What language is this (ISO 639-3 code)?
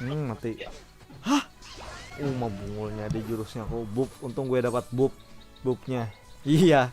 bjn